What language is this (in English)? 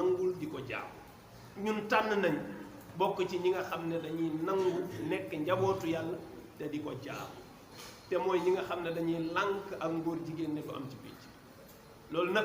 Wolof